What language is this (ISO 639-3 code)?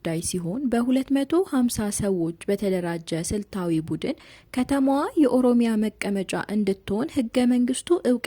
amh